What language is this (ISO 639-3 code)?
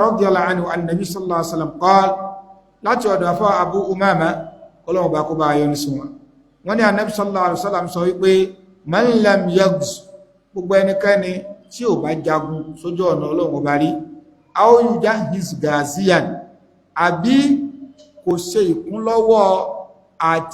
yor